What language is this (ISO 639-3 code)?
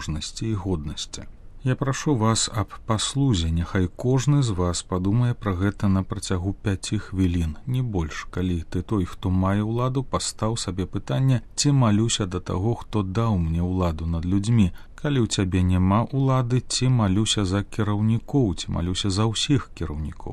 bel